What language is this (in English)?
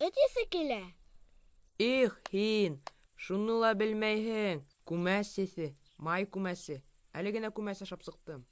Bashkir